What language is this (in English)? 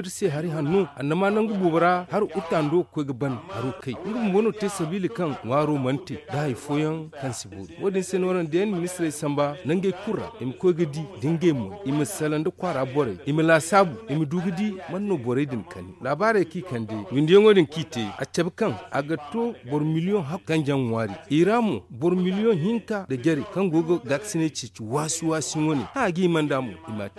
Zarma